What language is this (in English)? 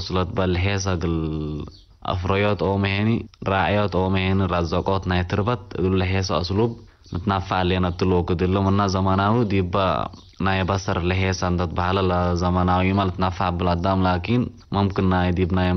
Tigre